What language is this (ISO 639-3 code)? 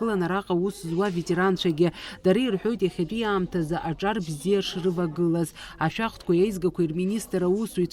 abk